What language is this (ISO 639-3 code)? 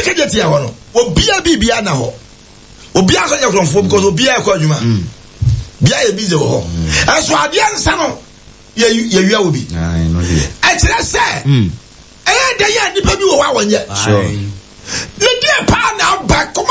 aka